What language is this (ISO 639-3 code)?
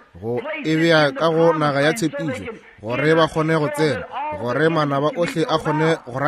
nso